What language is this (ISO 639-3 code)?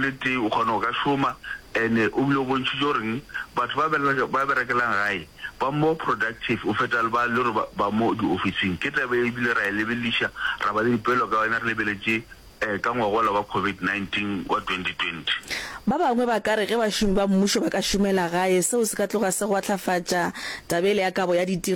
nso